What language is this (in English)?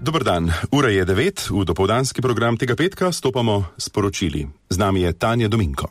Slovenian